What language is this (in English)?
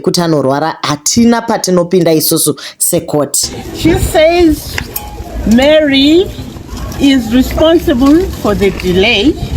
Shona